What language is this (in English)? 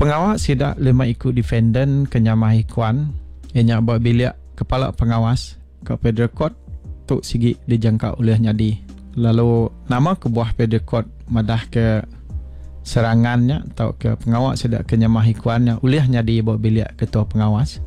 Iban